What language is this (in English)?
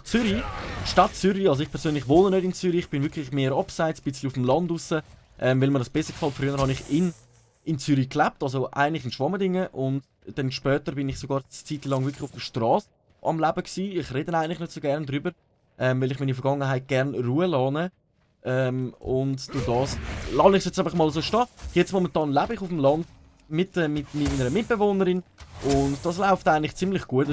Swiss German